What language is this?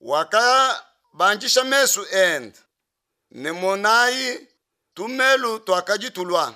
Luba-Lulua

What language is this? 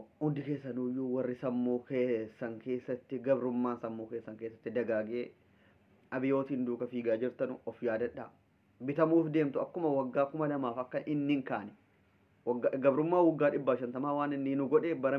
Oromo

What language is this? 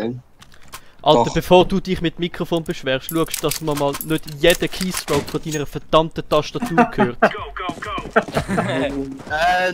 Swiss German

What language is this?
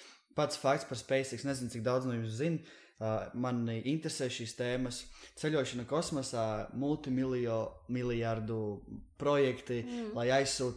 Latvian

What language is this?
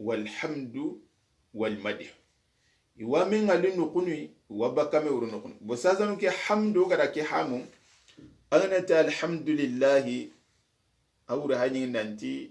Soninke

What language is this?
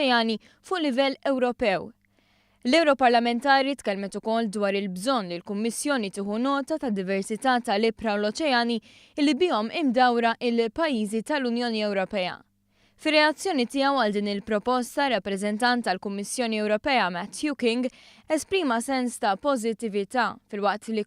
Maltese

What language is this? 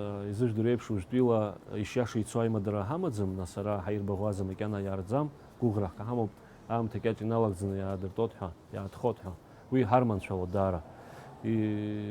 Abkhazian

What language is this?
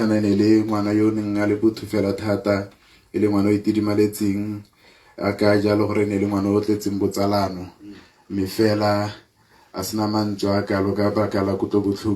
Tswana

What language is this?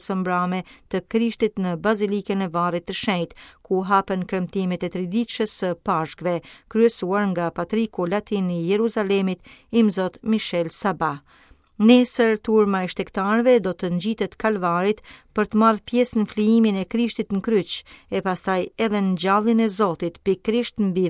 Albanian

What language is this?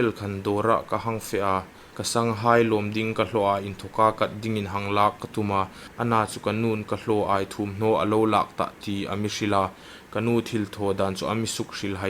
Hmar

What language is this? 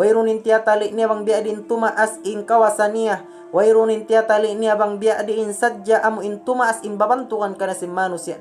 Tausug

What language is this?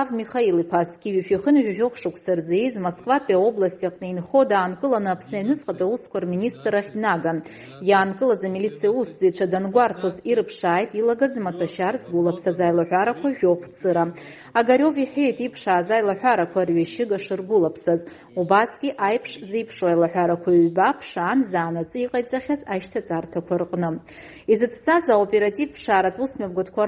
Abkhazian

